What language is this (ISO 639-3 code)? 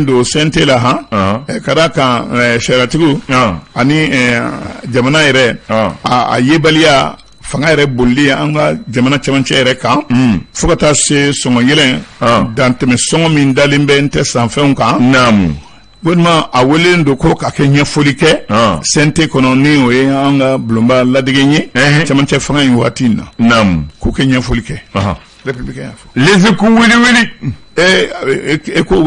bam